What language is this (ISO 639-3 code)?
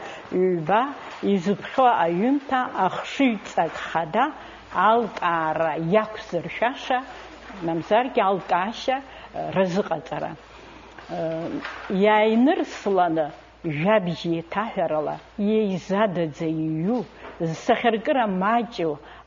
abk